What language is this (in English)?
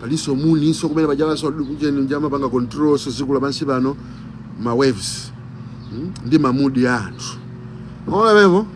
Nyanja